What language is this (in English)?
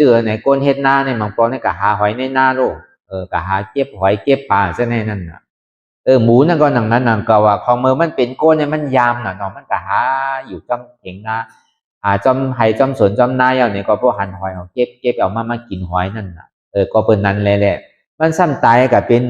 Shan